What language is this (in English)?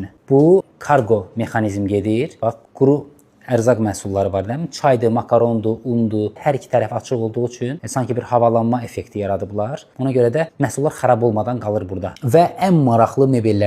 Azerbaijani